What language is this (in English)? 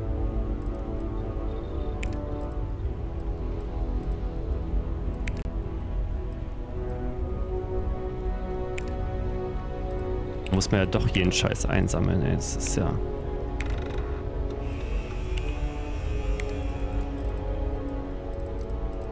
German